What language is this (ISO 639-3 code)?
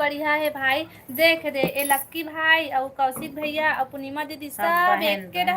hne